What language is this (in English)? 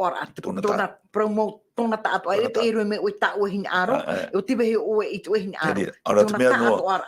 Tahitian